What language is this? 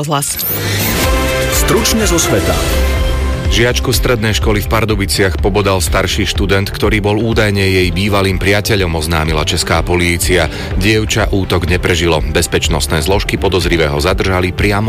Slovak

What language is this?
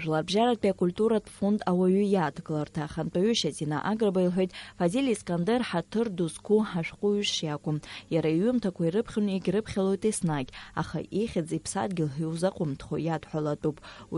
Abkhazian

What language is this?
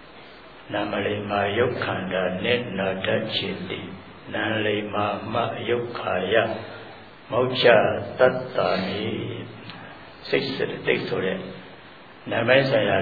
Burmese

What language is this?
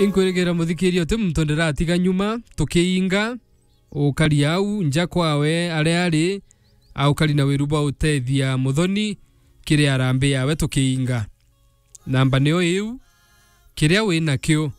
Meru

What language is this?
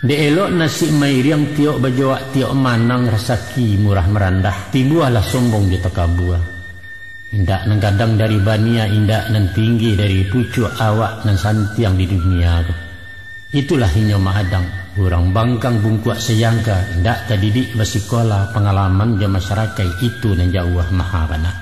Minangkabau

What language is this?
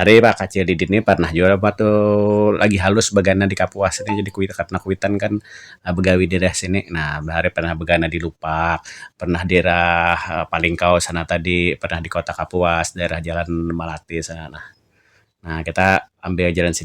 Banjar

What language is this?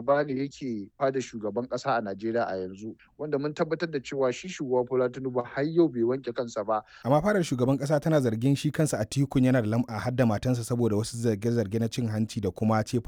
Hausa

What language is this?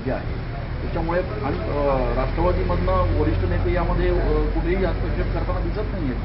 Marathi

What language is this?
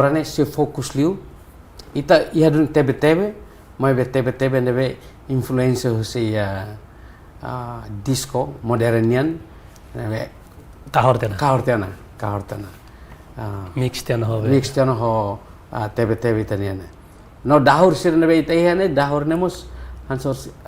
Tetum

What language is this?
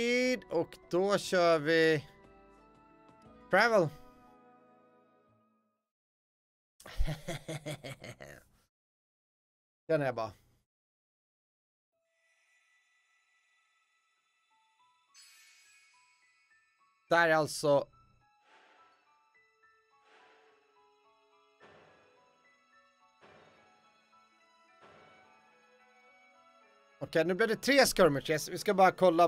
Swedish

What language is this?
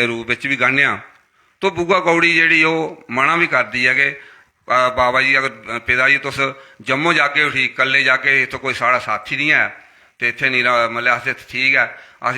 Dogri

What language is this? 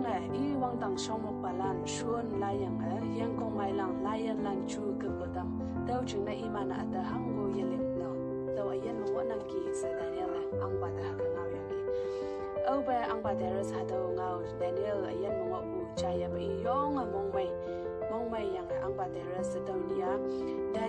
Konyak Naga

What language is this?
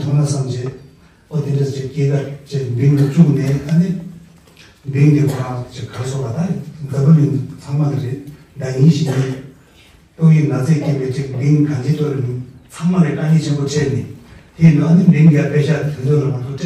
Tibetan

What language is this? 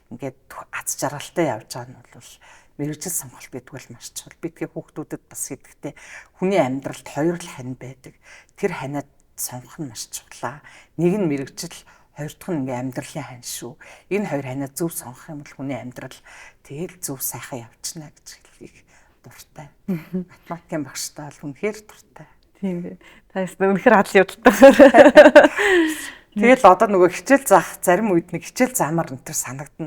Mongolian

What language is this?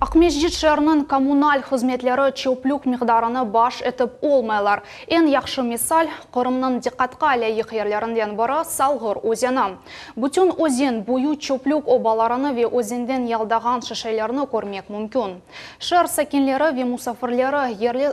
Crimean Tatar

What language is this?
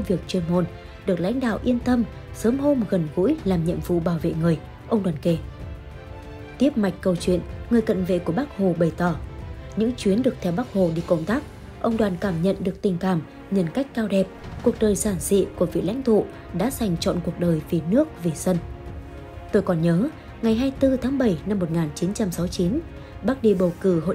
Vietnamese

